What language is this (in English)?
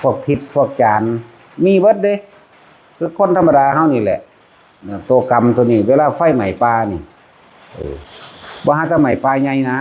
Northeastern Thai